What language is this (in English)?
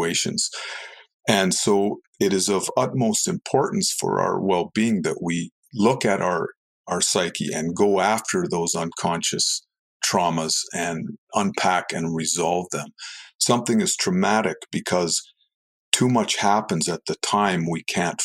English